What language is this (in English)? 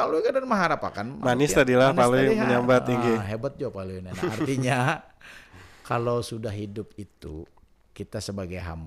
Banjar